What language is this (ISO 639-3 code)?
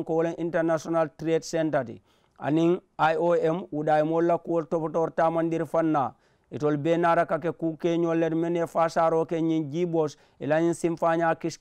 man